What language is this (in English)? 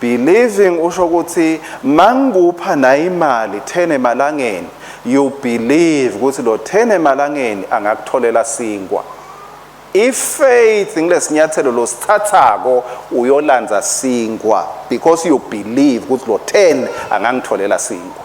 Swati